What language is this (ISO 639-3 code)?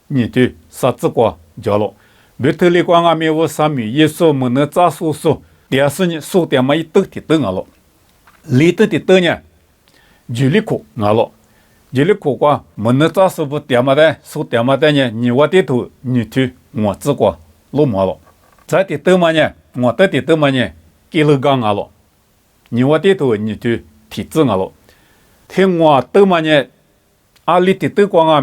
lis